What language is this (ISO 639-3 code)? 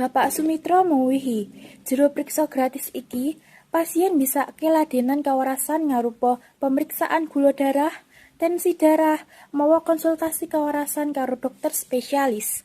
jav